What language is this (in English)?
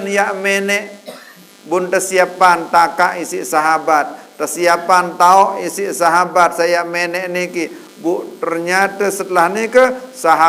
Sasak